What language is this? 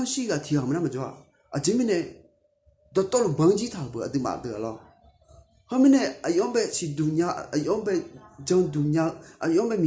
Akha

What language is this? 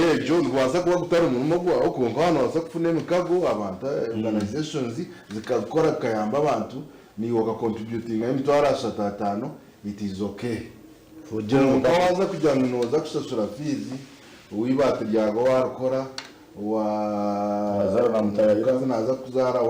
Nyankole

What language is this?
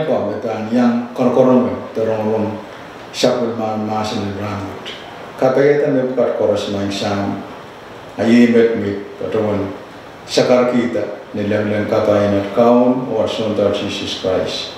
Pohnpeian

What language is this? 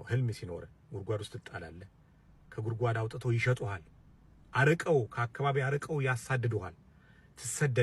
Amharic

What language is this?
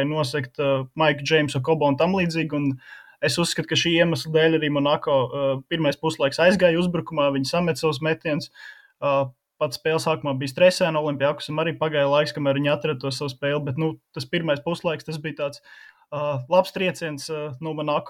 Latvian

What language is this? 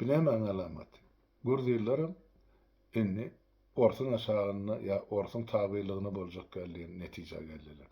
Turkmen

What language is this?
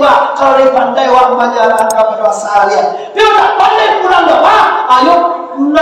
Minangkabau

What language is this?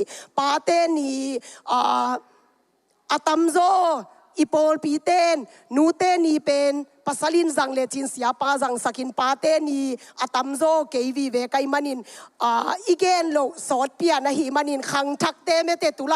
Tedim Chin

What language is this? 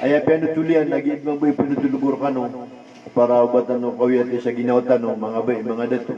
Maranao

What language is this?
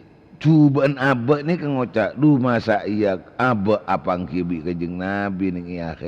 Madurese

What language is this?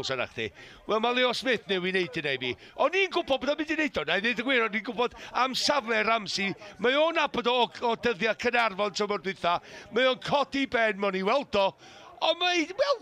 Welsh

